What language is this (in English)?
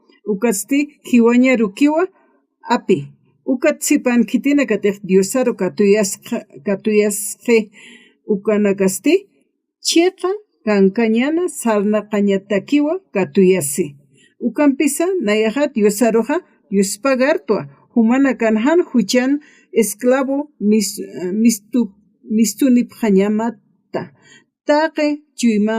Aymara